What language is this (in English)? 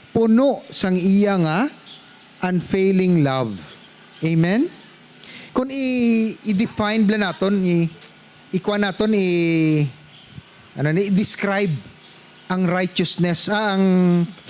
Hiligaynon